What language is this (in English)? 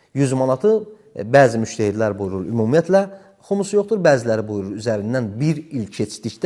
Azerbaijani